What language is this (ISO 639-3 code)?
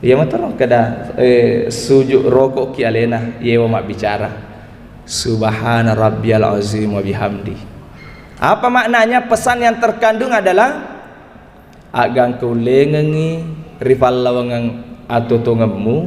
bug